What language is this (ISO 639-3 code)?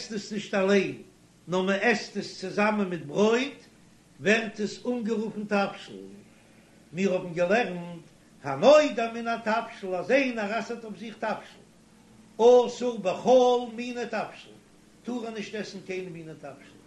yid